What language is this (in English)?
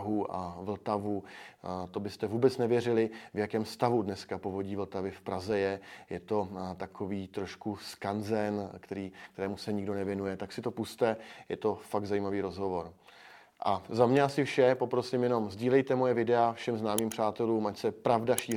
Czech